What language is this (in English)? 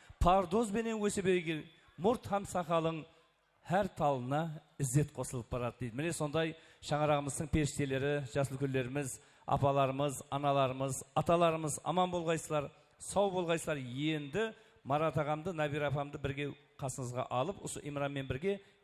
Kara-Kalpak